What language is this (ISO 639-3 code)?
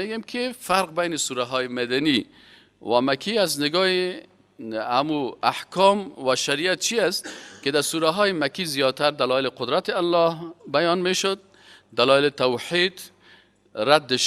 fas